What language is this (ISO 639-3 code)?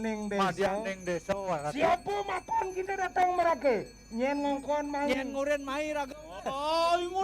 ban